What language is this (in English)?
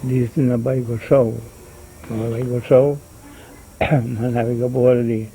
Papiamento